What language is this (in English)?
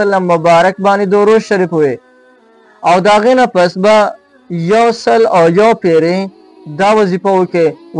Pashto